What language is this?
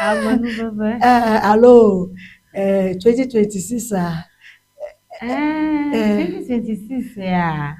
Ewe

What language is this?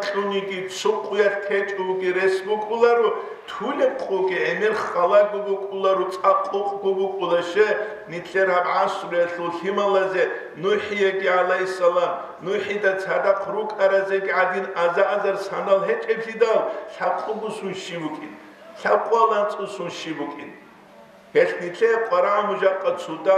Avaric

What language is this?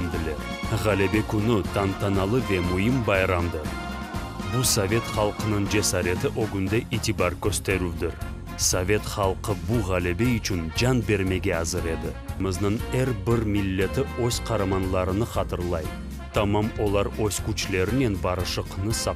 Crimean Tatar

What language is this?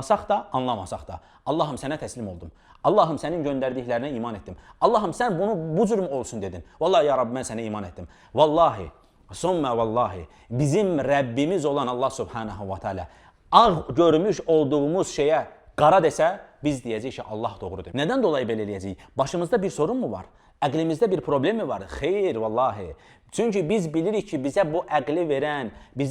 Azerbaijani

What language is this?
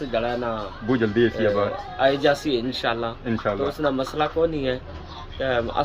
Pahari-Potwari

